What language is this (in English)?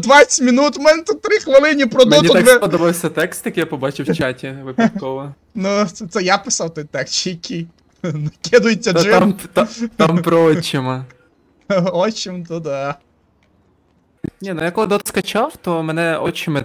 Ukrainian